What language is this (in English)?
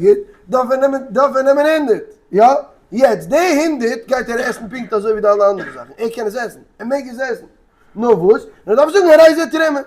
Yiddish